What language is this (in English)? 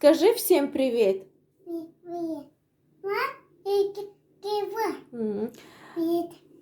Tajik